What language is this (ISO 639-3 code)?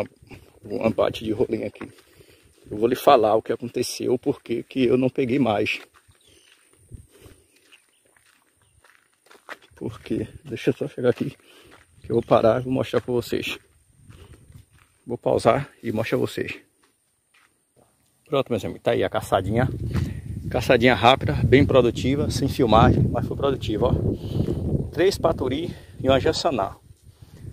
por